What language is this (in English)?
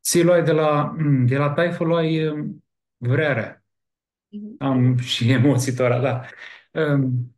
Aromanian